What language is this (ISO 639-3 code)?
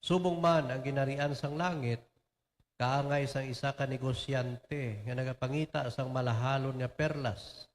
hil